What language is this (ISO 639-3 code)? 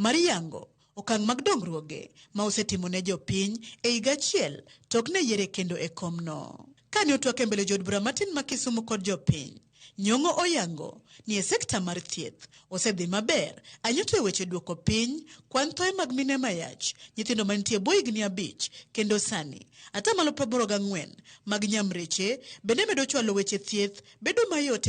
luo